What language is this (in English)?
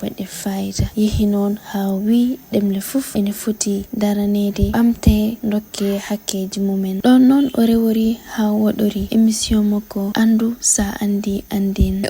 Fula